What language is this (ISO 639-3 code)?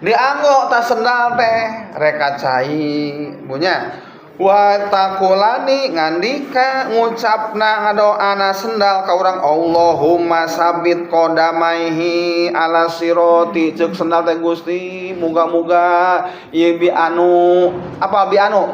sun